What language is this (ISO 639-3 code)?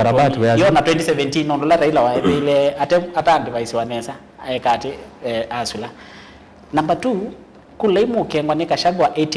kam